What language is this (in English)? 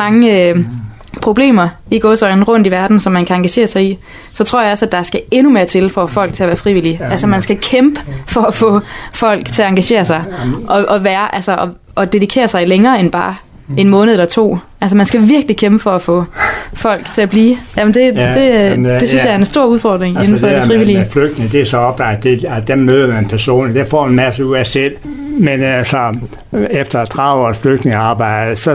Danish